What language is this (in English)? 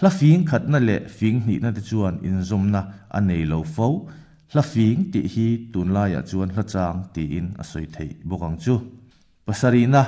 Mizo